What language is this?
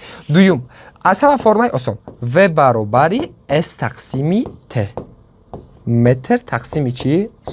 Tajik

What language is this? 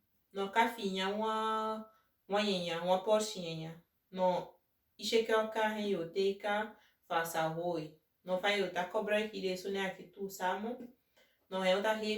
Saramaccan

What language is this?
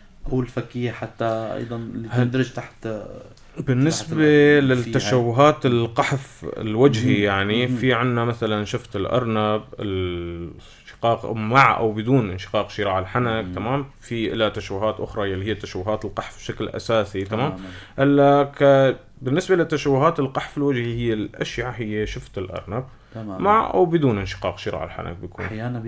North Levantine Arabic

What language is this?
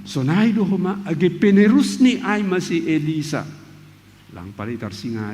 Batak Simalungun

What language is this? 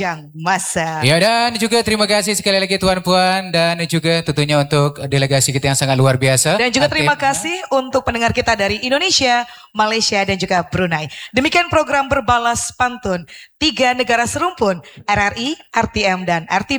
Malay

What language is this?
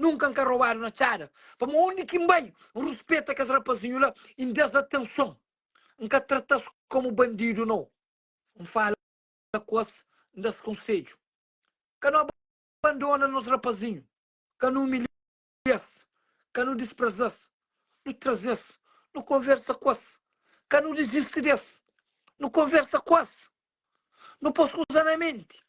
Kabuverdianu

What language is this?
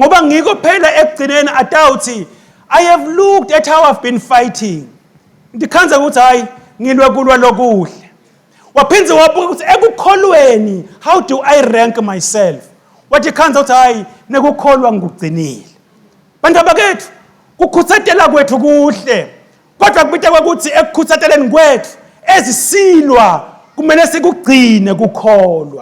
Swati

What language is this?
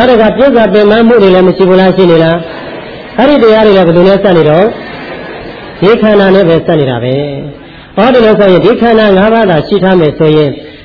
Burmese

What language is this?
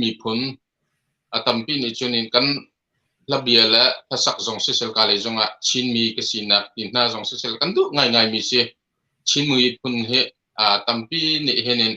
Hakha Chin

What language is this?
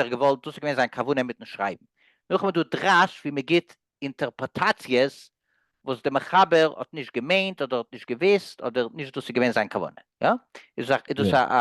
Yiddish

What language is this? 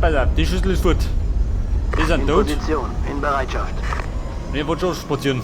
Bavarian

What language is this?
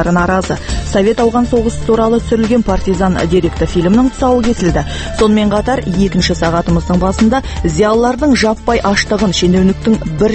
Kazakh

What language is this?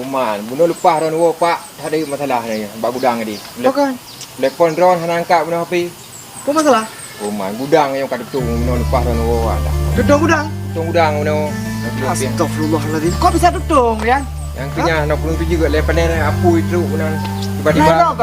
Achinese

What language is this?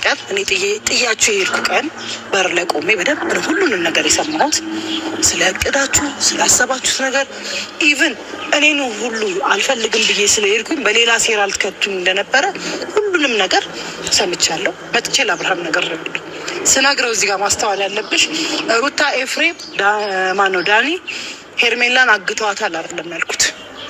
Amharic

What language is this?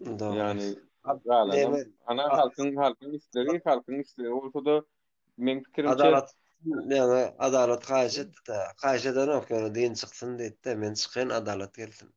Turkmen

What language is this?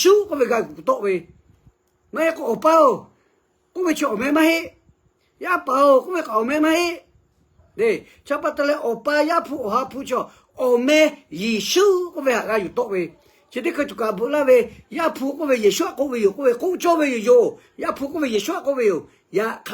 Lahu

